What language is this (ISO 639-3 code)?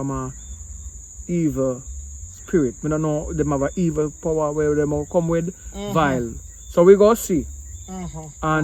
jam